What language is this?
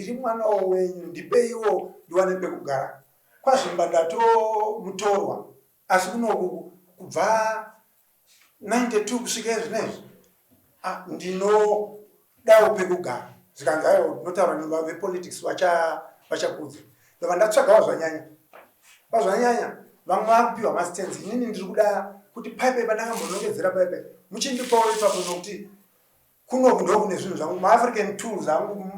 Shona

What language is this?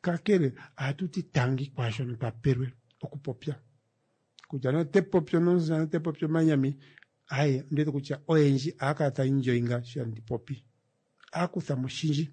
Kuanyama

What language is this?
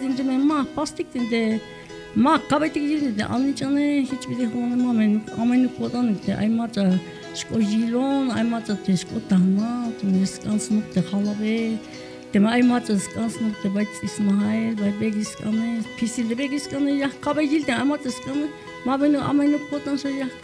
Tzeltal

